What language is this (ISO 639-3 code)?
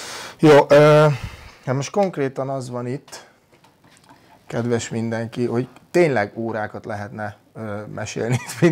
hun